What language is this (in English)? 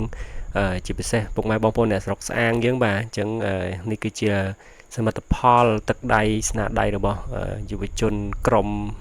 Khmer